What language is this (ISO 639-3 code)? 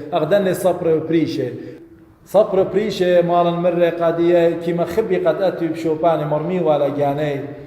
aii